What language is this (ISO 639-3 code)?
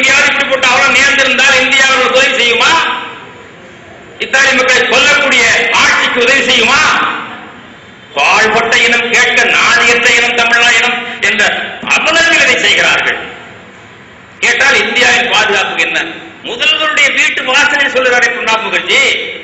tam